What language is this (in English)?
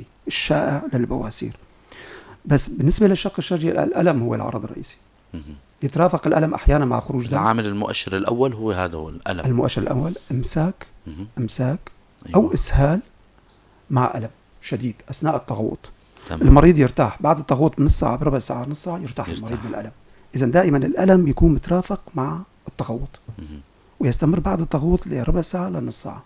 North Levantine Arabic